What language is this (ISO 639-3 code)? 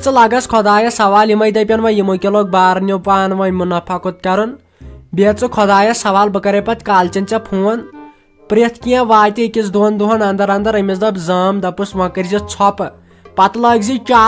kas